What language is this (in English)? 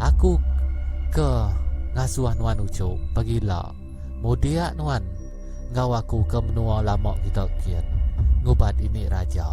Iban